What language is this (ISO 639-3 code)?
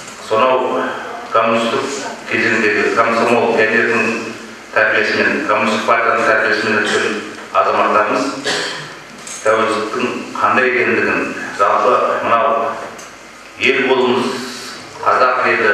kaz